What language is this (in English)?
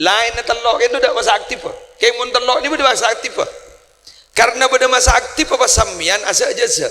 Madurese